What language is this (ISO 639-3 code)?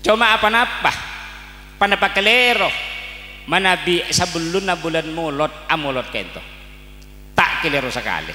mad